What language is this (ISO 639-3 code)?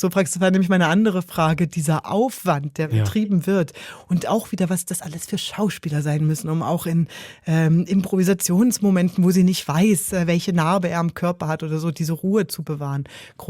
gsw